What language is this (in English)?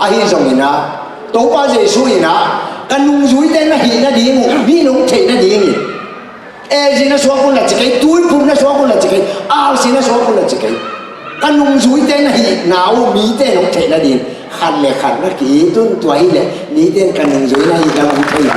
Tedim Chin